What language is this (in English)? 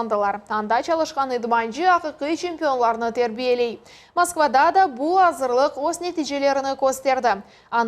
Crimean Tatar